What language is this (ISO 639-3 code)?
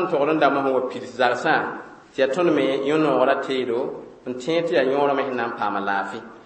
mos